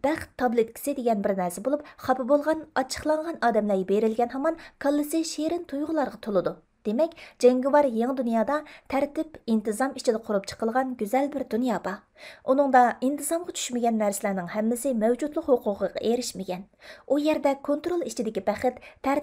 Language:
Uyghur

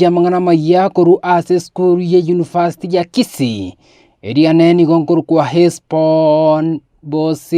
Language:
Gusii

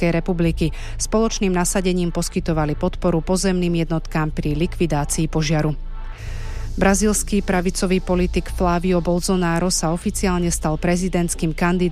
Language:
Slovak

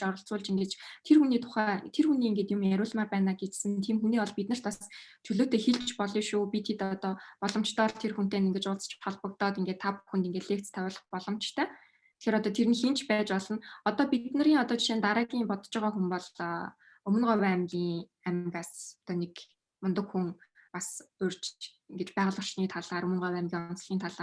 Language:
Mongolian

